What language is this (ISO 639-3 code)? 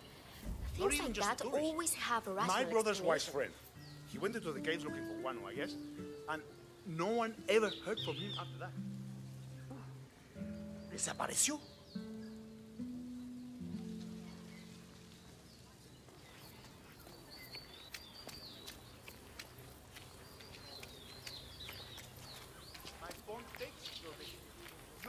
eng